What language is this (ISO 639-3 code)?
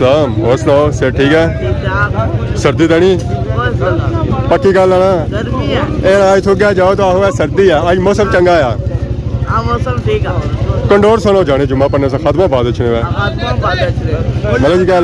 phr